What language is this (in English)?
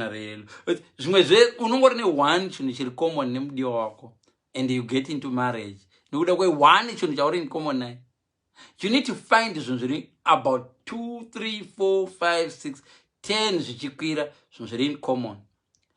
Shona